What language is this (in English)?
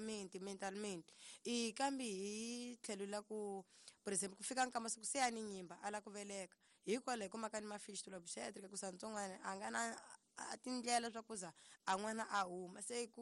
Tsonga